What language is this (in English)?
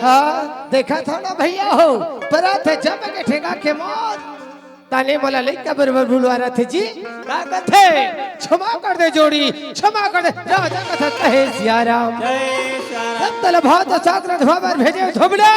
Chhattisgarhi